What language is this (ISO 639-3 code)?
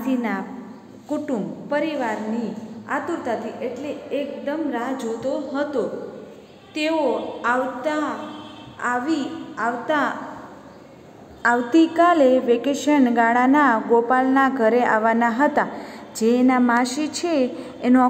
guj